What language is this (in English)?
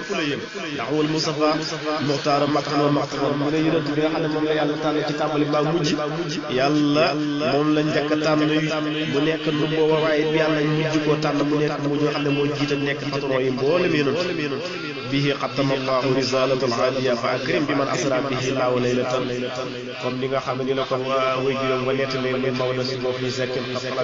Wolof